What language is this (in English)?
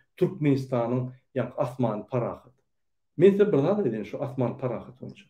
Turkmen